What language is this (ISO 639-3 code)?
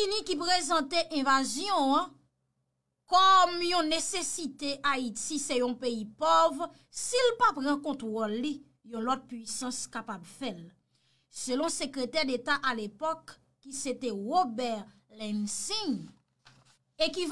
hat